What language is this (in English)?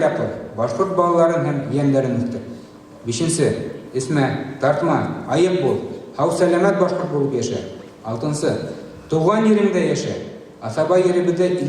Bashkir